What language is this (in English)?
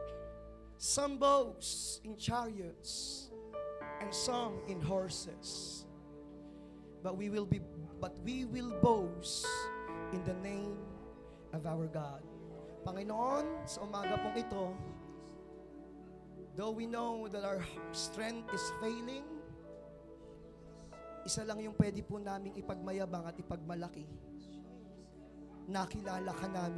Filipino